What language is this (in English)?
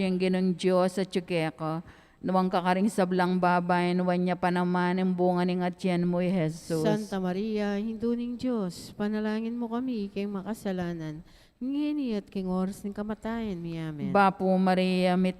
Pampanga